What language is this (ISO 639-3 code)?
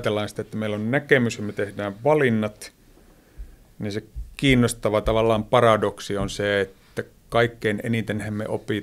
fin